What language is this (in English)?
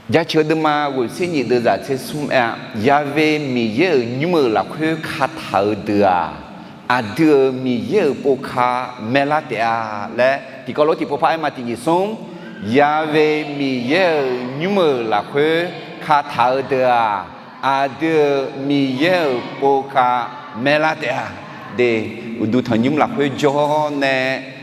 Akha